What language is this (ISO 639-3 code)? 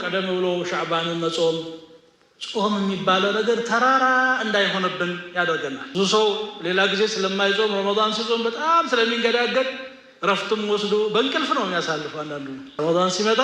amh